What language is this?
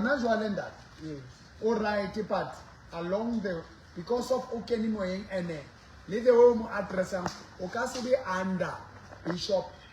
Southern Sotho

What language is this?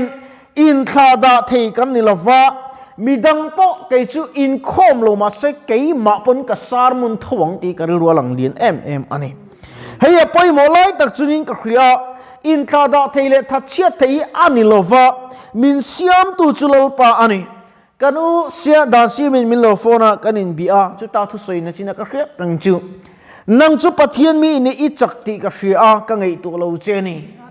Mizo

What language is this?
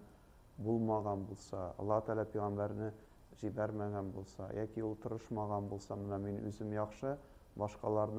Tatar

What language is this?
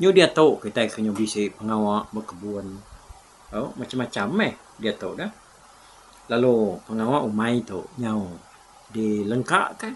Iban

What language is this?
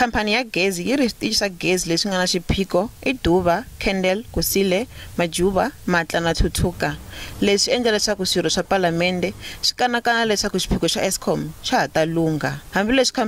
Tsonga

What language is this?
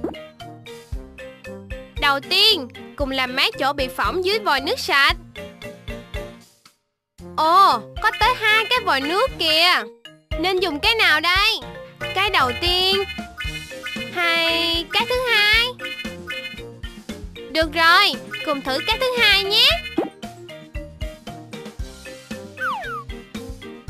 Vietnamese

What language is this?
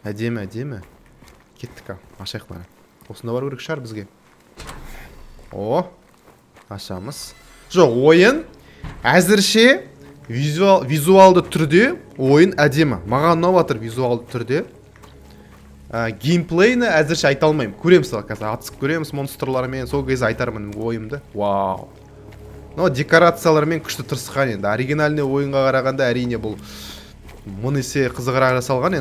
Kazakh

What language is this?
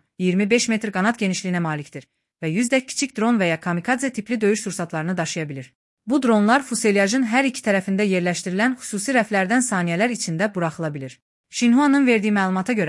Azerbaijani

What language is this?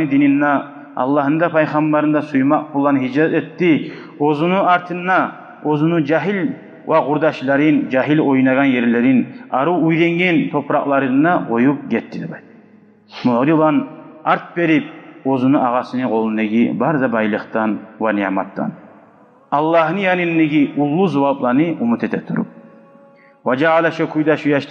Kumyk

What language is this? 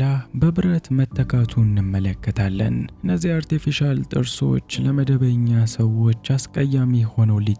Amharic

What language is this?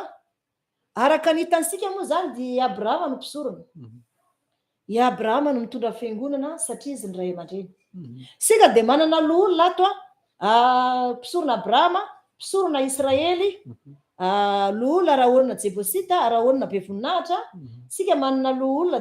Malagasy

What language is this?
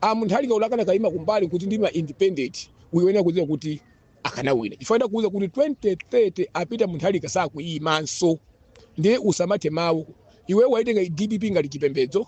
Nyanja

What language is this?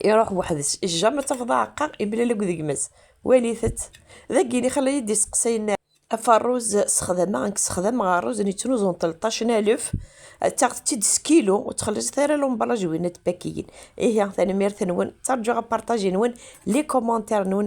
Kabyle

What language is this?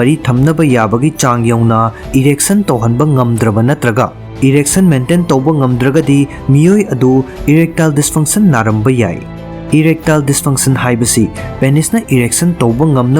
Manipuri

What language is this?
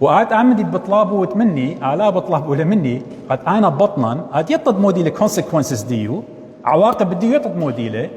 Assyrian Neo-Aramaic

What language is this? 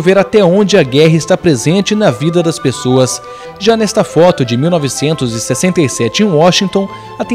Portuguese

